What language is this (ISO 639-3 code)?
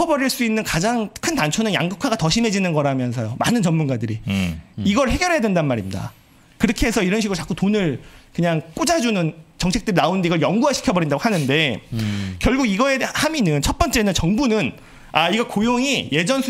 kor